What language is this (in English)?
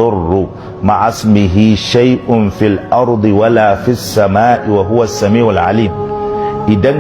Hausa